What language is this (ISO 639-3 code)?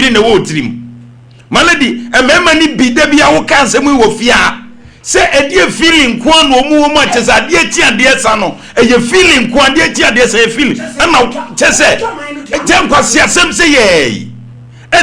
aka